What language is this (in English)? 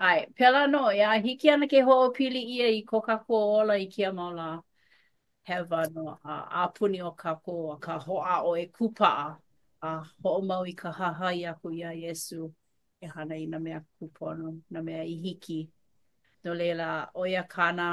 Hawaiian